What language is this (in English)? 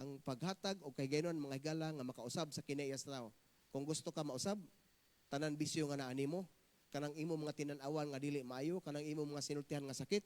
Cebuano